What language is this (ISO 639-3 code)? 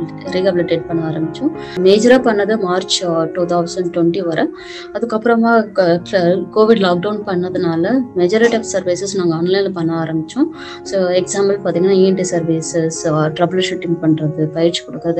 tam